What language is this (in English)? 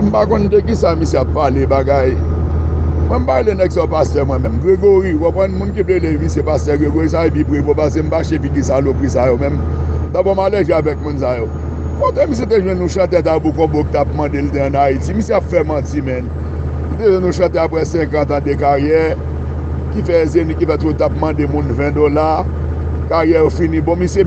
Haitian Creole